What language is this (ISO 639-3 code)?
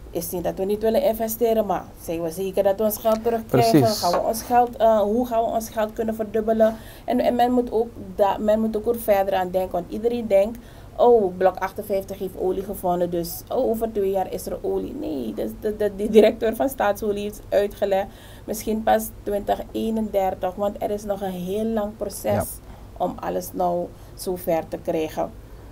nld